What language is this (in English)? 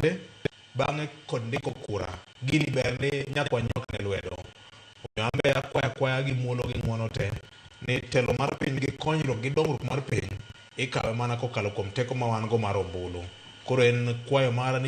Luo (Kenya and Tanzania)